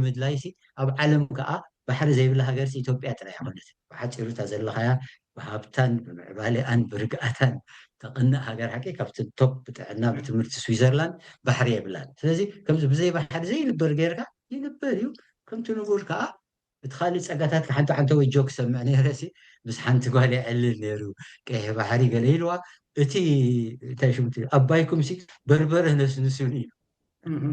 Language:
Tigrinya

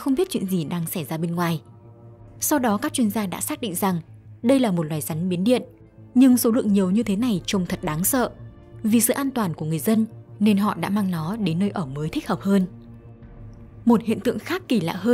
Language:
Vietnamese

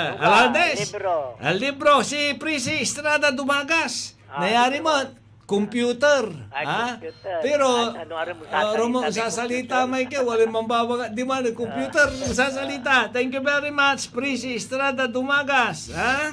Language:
Pangasinan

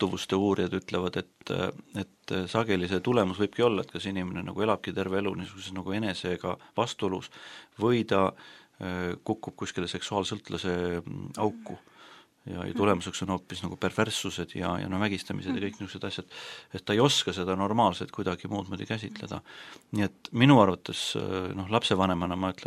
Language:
Estonian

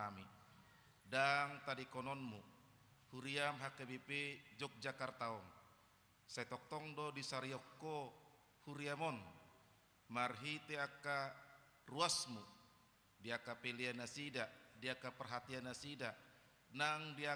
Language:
Batak Toba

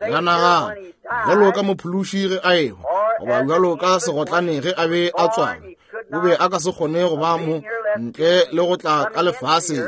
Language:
Northern Sotho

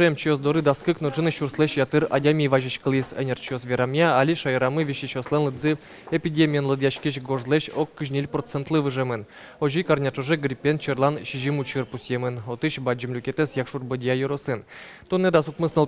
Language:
Udmurt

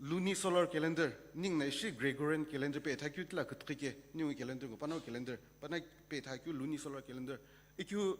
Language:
Sumi Naga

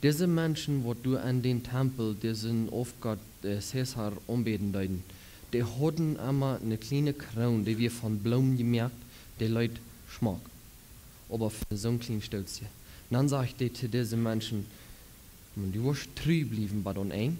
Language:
Plautdietsch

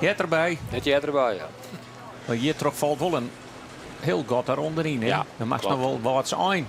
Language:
Western Frisian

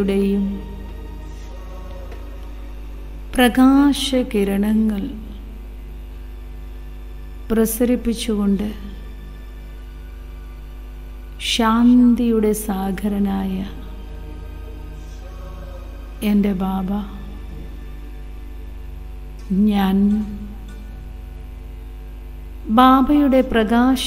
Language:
Malayalam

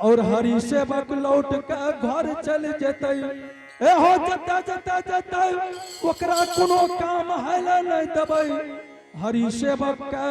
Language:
Angika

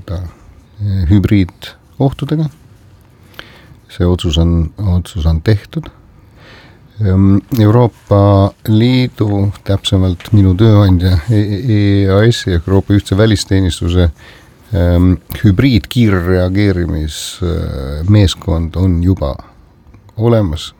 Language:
Estonian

